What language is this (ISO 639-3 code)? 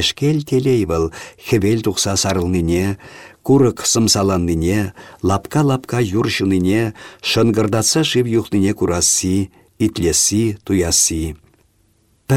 chv